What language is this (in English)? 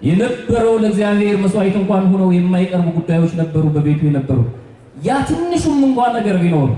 Amharic